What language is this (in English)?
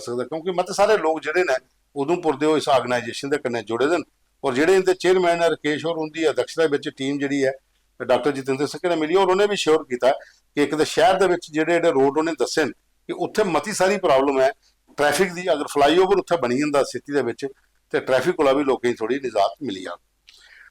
Dogri